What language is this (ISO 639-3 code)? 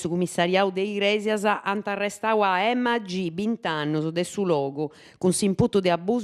srd